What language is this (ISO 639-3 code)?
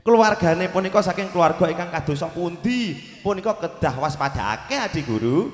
jav